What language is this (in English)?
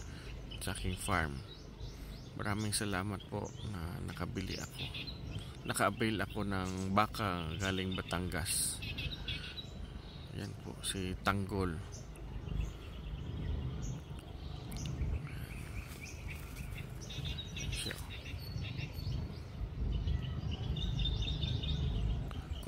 Filipino